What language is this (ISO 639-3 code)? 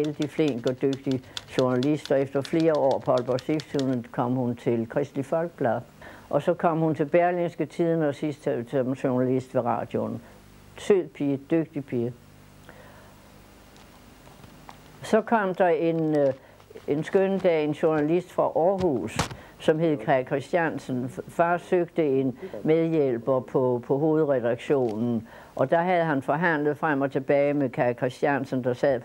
dan